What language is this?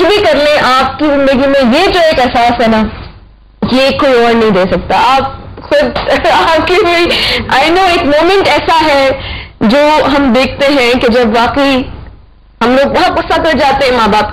Urdu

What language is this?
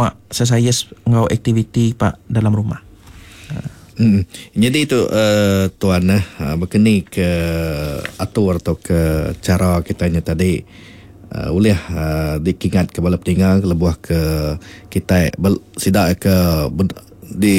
Iban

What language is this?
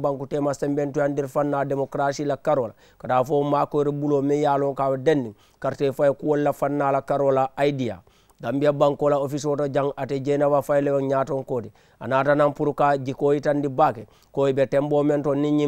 Mandingo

